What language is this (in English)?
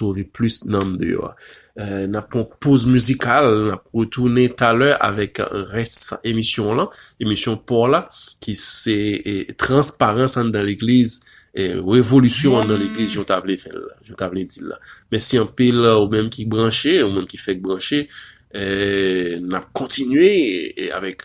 Haitian Creole